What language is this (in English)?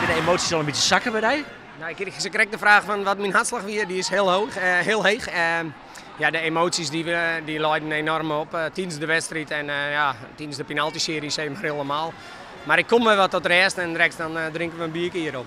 Western Frisian